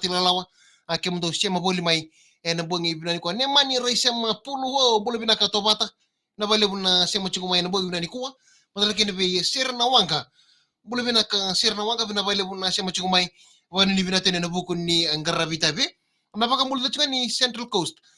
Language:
Fijian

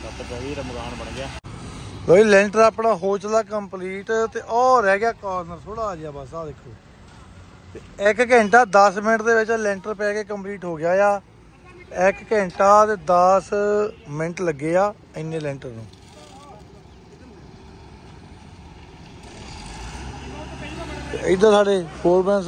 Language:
Punjabi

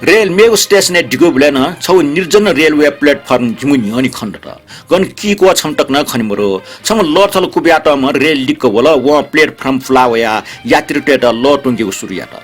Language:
Newari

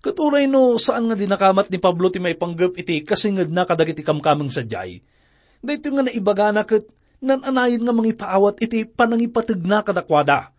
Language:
Iloko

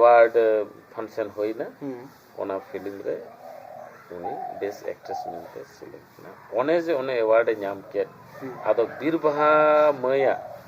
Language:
Santali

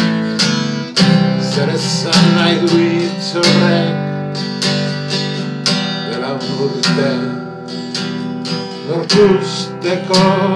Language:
Basque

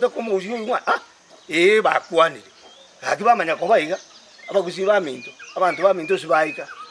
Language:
Gusii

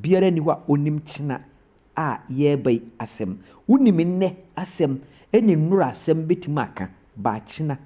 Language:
Akan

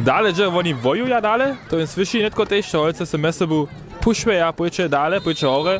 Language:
Upper Sorbian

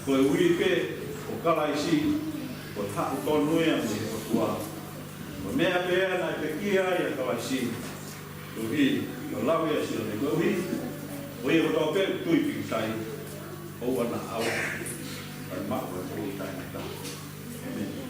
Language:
Tongan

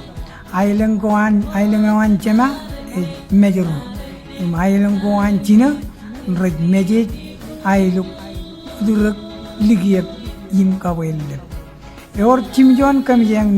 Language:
Marshallese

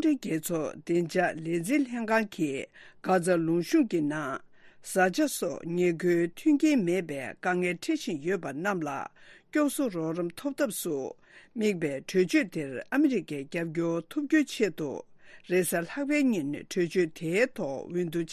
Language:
Tibetan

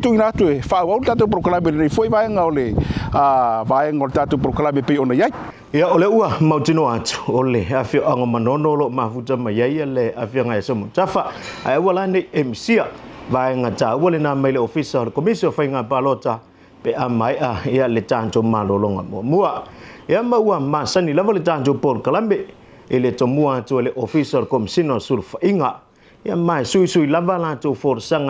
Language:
Samoan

